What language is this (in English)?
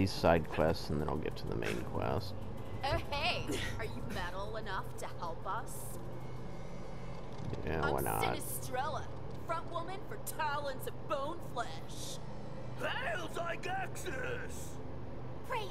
English